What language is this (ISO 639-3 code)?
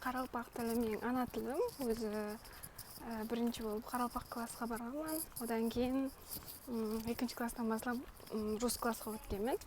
kaa